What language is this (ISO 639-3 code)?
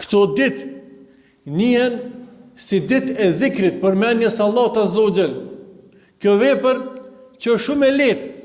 sqi